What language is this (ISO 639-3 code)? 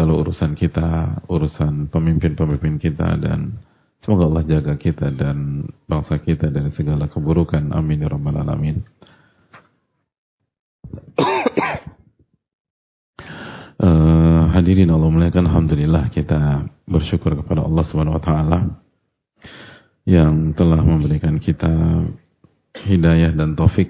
ind